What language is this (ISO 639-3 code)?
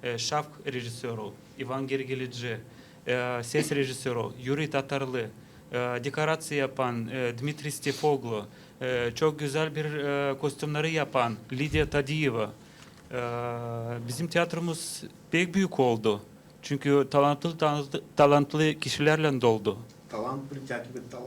gag